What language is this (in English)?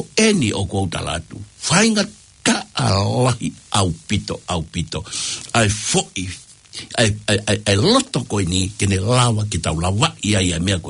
Tongan